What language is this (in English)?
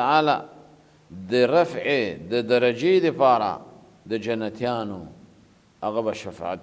Pashto